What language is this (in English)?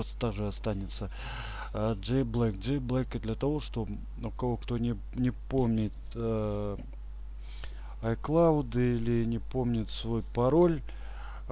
Russian